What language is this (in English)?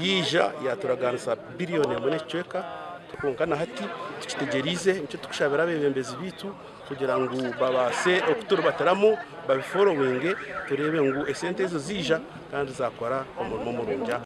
Nyankole